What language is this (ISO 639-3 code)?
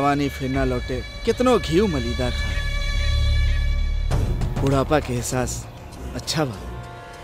bho